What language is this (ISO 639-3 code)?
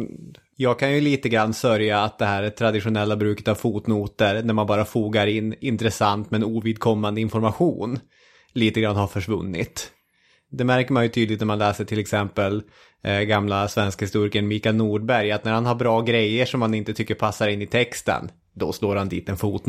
swe